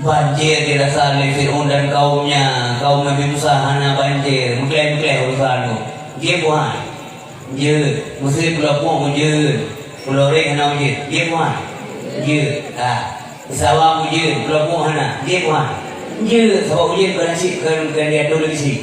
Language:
Achinese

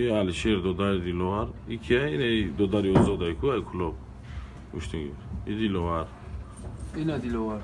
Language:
Tajik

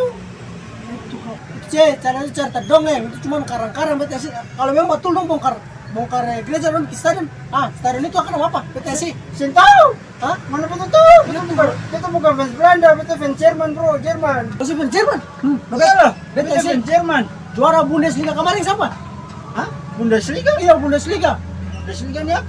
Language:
Ambonese Malay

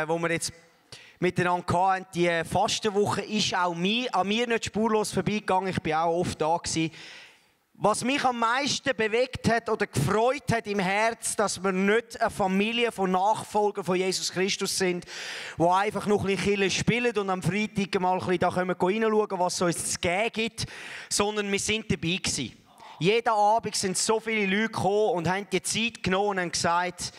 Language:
Swiss German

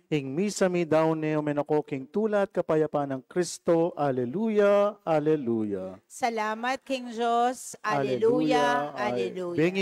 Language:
Pampanga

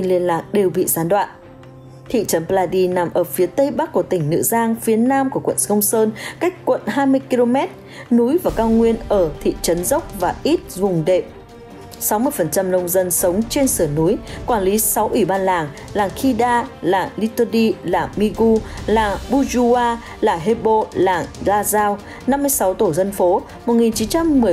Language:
Vietnamese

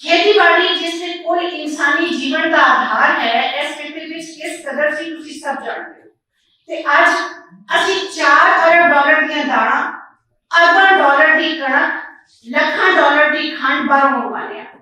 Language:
Western Panjabi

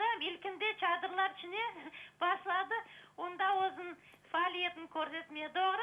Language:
Crimean Tatar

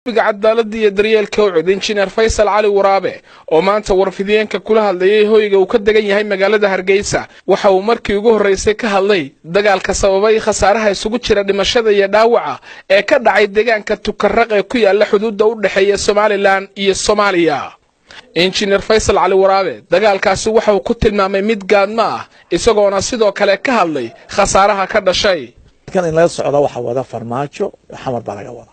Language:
Somali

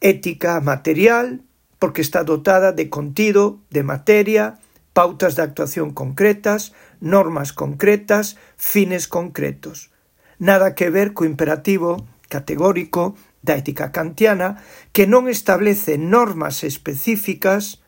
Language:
Galician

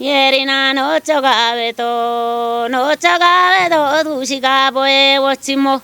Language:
Kafa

